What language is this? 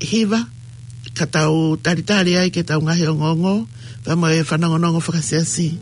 Tongan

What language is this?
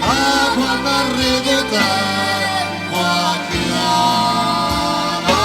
Sicilian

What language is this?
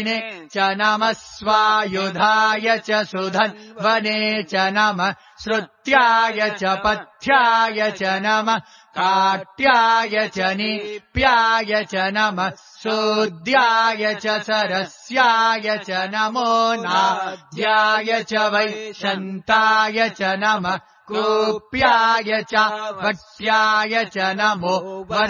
Sanskrit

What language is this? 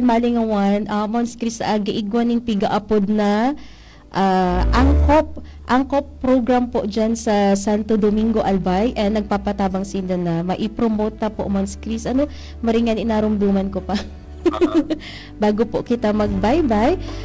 Bikol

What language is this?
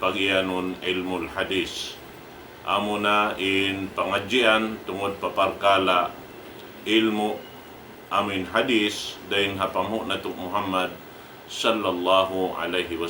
Tausug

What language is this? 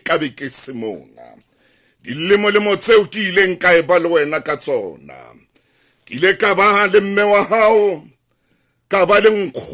Southern Sotho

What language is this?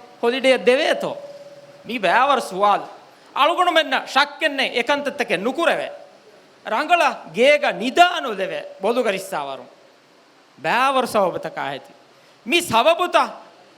Divehi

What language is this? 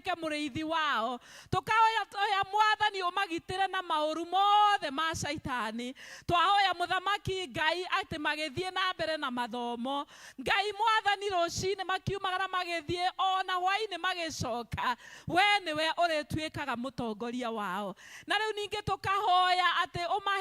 Kikuyu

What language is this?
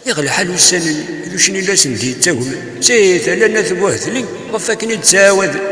Kabyle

